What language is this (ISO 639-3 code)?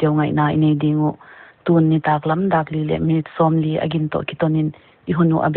pck